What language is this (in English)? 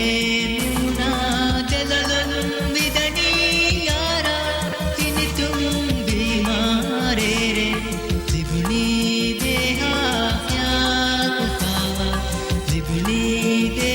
Divehi